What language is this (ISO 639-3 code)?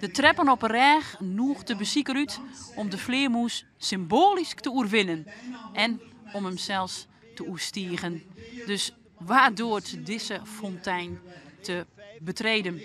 fry